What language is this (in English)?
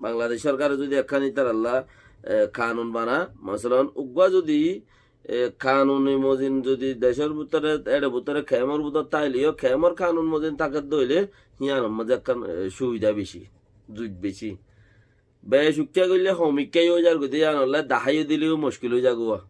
Rohingya